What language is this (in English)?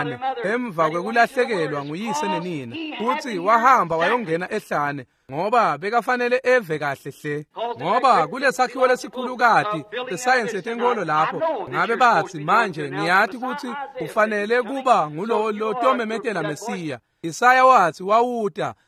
Swati